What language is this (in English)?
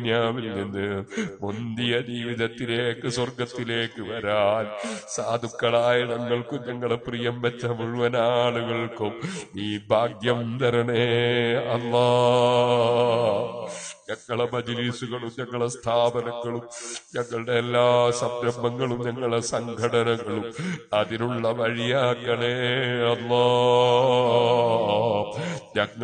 Malayalam